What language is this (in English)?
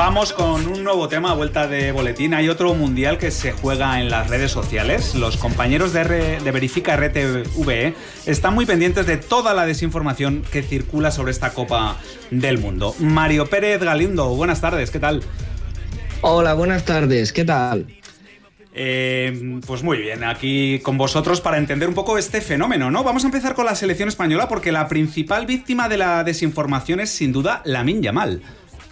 Spanish